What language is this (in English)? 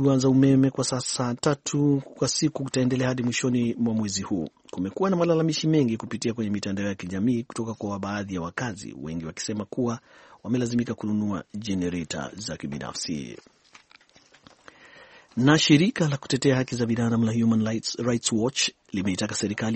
Swahili